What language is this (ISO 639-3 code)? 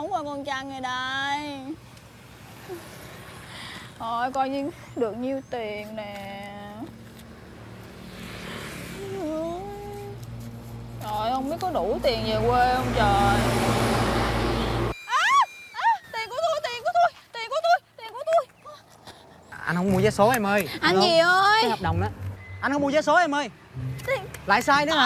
vie